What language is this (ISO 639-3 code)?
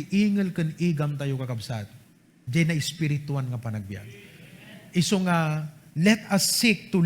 ilo